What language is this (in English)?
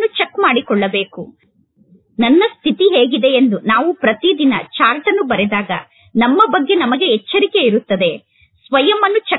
Kannada